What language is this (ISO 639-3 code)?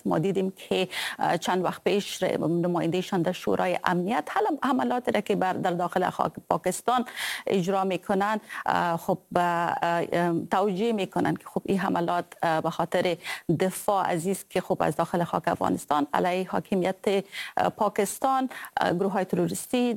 fas